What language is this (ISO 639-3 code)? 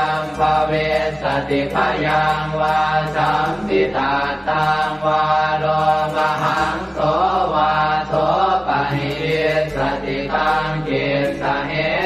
pli